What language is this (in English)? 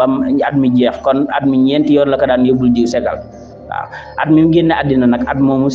Wolof